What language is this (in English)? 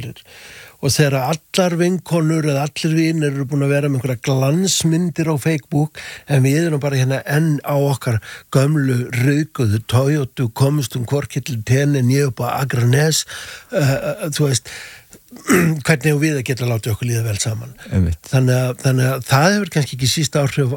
Icelandic